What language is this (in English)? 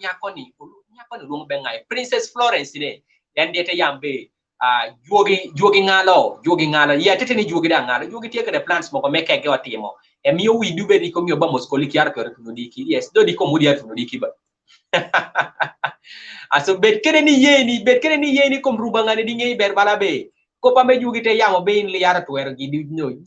Kumam